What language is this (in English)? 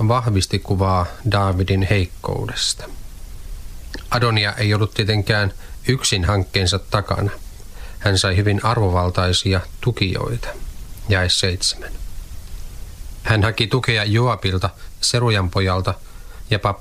Finnish